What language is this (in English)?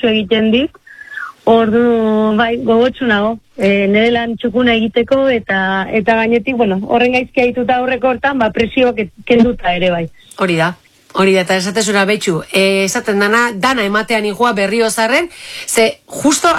Basque